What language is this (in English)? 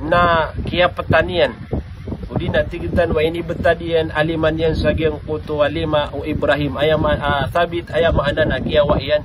Maranao